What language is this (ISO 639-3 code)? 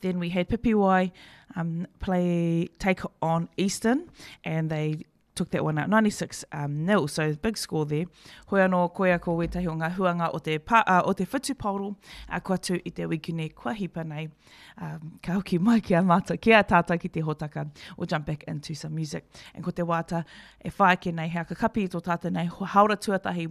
mri